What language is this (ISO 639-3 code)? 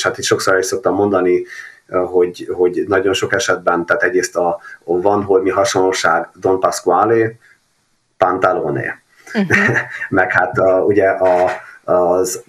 hun